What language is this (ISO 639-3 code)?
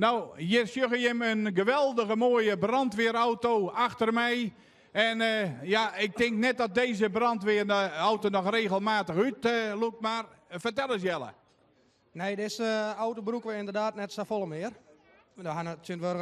fry